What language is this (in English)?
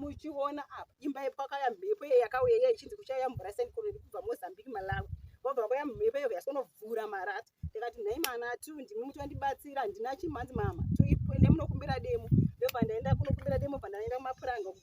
Shona